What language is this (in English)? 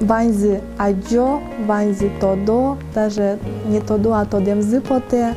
Udmurt